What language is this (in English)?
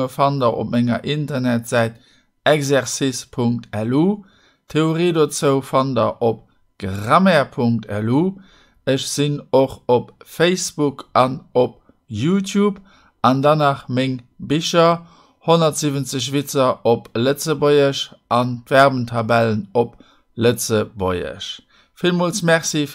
Luxembourgish